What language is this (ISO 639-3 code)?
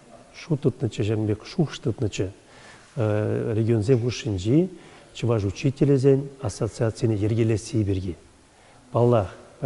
chv